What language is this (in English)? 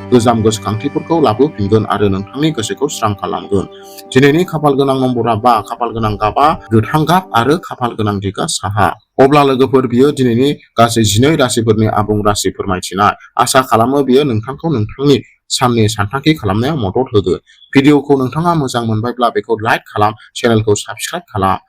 Bodo